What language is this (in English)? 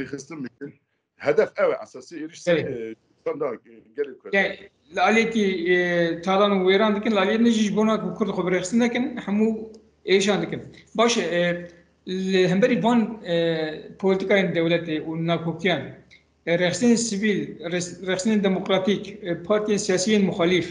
Kurdish